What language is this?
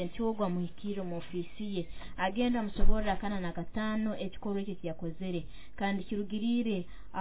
Nyoro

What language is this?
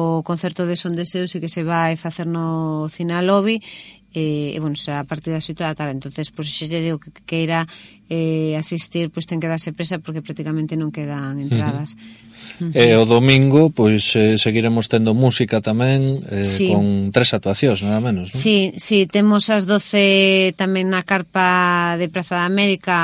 Galician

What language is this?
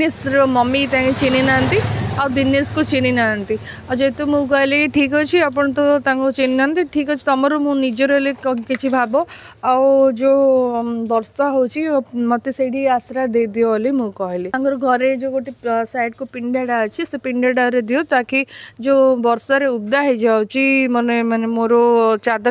Odia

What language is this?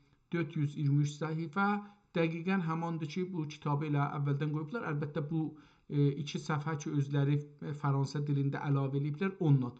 South Azerbaijani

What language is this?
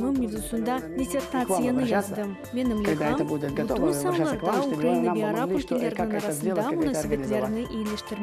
Crimean Tatar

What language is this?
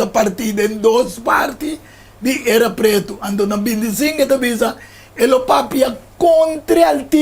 Papiamento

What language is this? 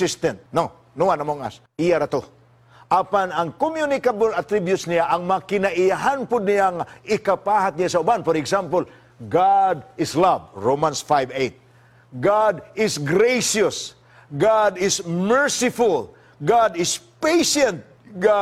Cebuano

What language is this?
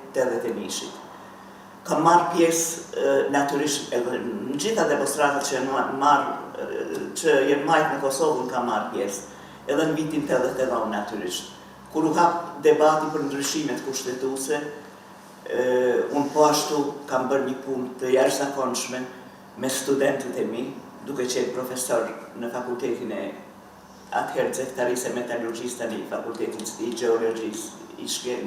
Albanian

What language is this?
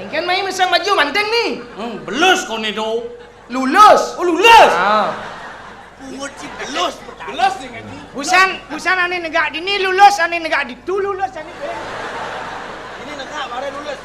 Balinese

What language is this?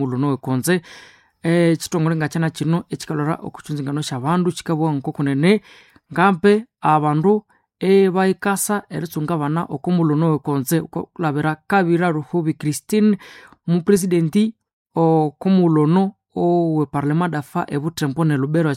Nande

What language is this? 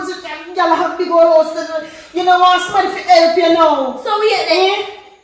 Jamaican Creole English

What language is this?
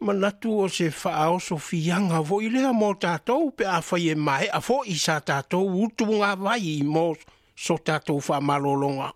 Samoan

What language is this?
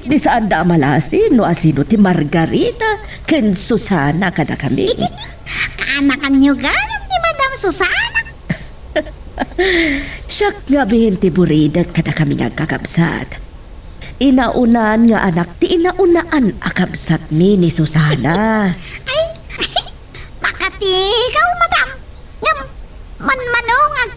Iloko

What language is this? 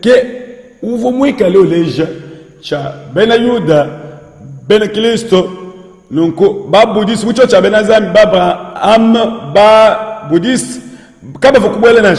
Luba-Lulua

